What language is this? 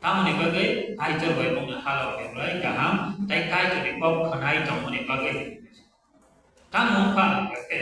Kok Borok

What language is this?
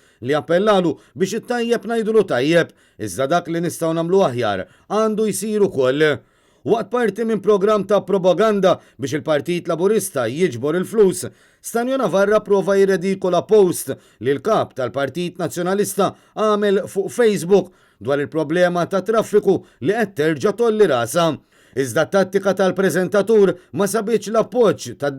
Maltese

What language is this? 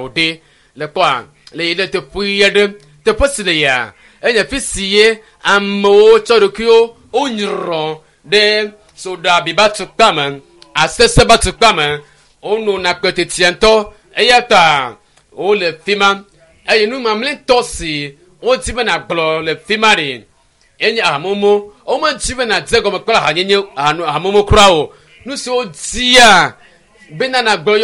Ewe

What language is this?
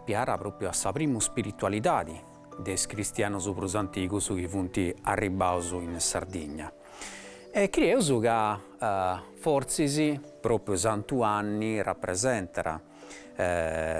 Sardinian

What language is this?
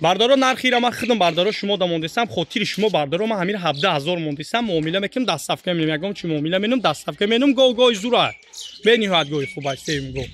Tajik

